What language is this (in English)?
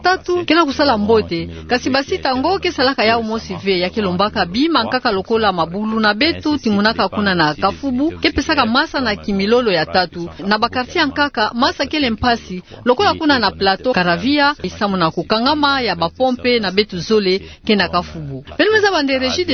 Kituba (Democratic Republic of Congo)